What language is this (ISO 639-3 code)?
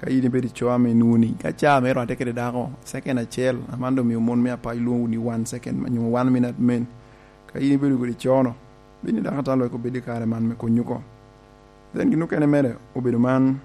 laj